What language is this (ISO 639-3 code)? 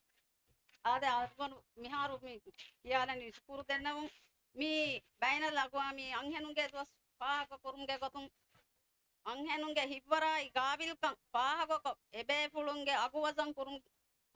div